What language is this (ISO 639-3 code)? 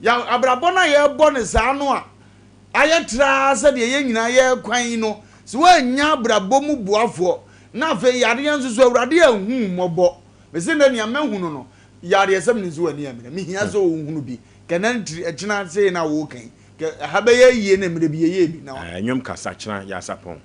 aka